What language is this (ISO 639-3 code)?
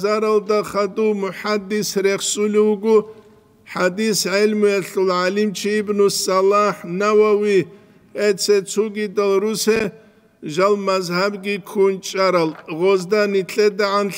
ava